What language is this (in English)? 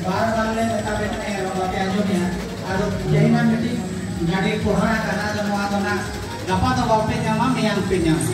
Santali